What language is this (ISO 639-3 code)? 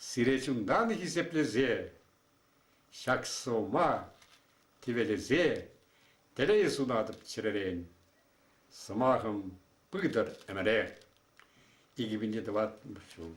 chv